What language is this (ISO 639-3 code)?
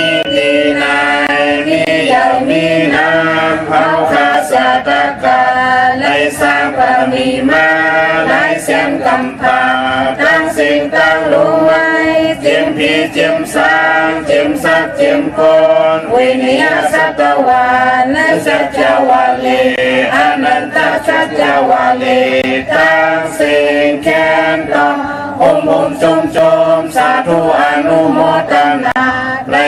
shn